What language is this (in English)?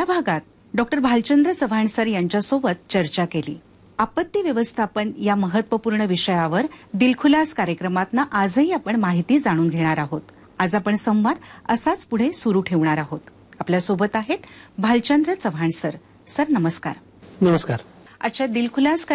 Marathi